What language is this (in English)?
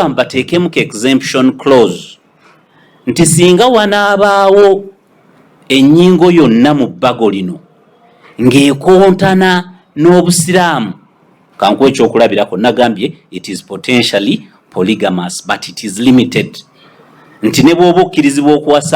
Ganda